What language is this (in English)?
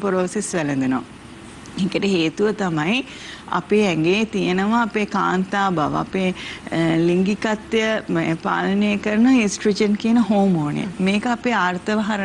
Sinhala